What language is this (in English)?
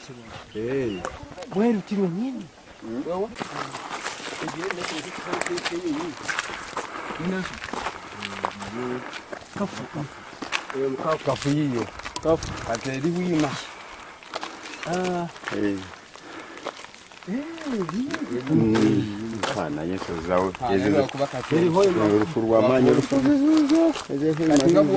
Swahili